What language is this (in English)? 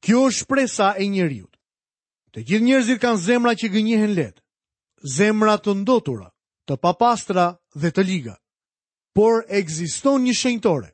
Albanian